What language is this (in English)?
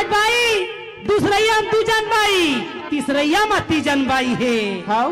Chhattisgarhi